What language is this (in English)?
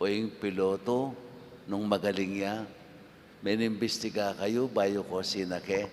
Pampanga